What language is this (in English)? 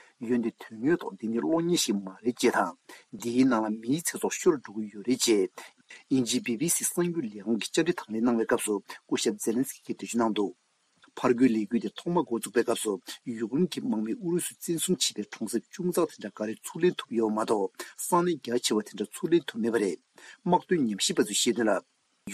Tibetan